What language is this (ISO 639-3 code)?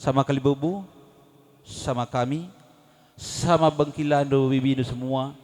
btx